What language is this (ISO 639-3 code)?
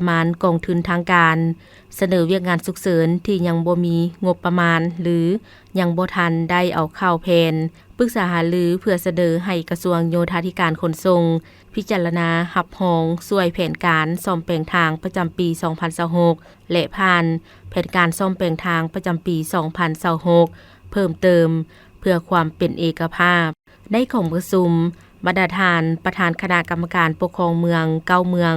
lao